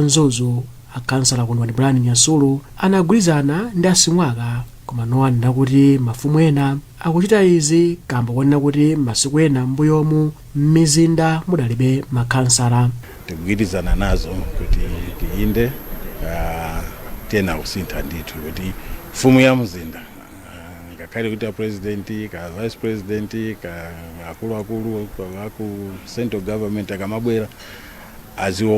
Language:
Nyanja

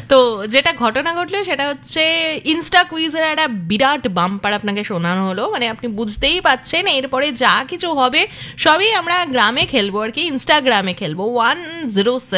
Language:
Bangla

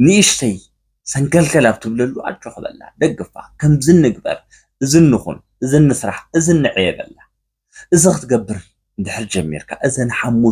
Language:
Tigrinya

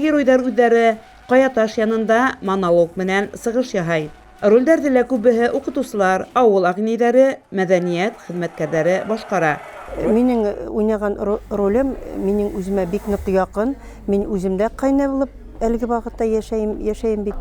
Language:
Bashkir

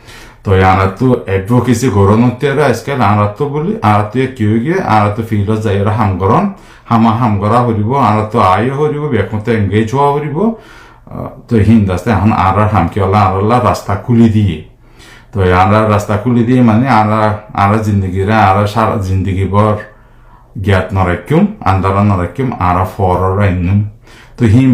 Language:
Rohingya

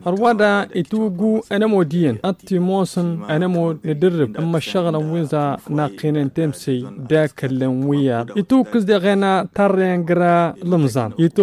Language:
Tamasheq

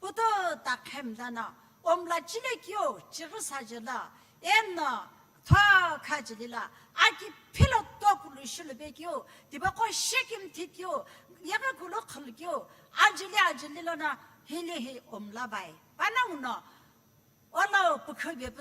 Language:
Sumi Naga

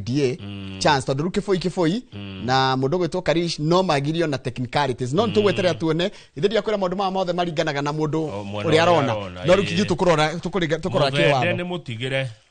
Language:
Kikuyu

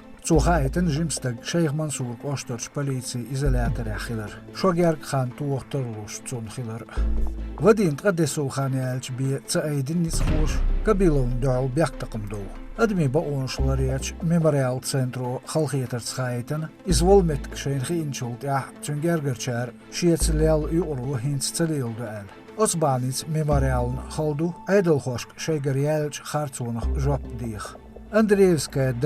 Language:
Chechen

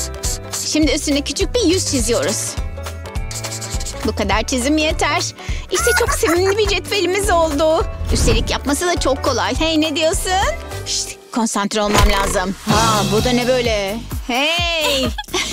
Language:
Turkish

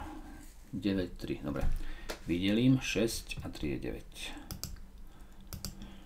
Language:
Slovak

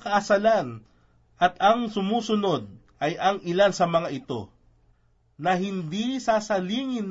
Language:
Filipino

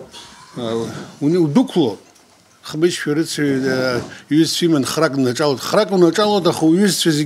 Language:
Abkhazian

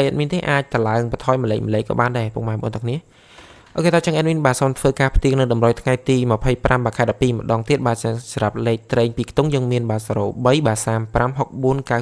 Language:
Khmer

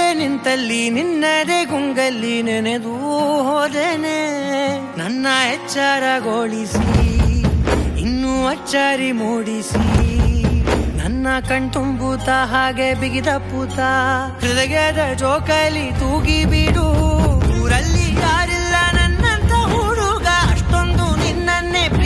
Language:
Kannada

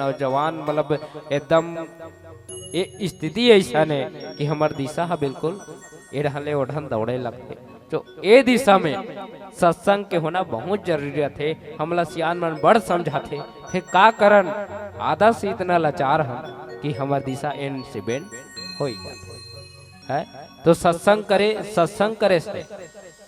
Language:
Chhattisgarhi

